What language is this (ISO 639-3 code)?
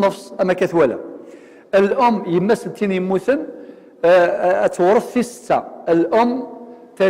kab